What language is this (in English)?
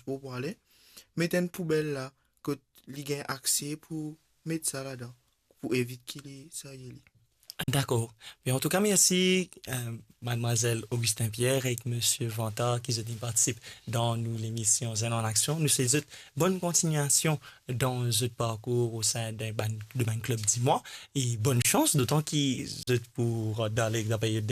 Morisyen